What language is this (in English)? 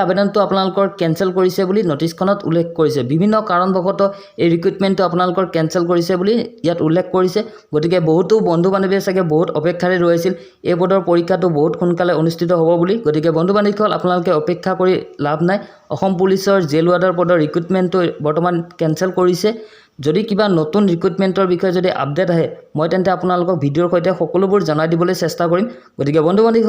Assamese